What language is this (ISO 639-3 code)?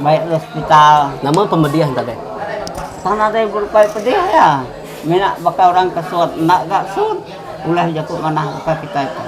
iba